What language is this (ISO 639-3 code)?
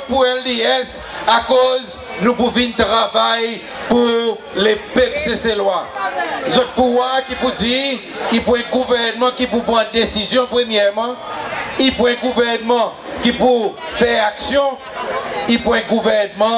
crs